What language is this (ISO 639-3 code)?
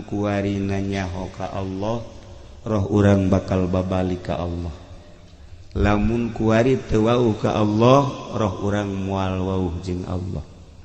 sun